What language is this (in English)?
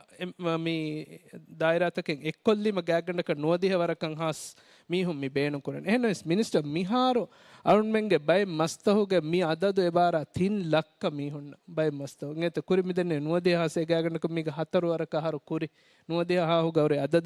Divehi